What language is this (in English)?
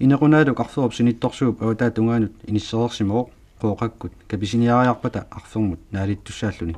Kalaallisut